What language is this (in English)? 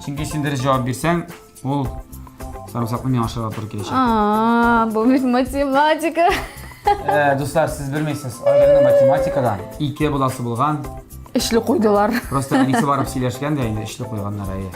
Tatar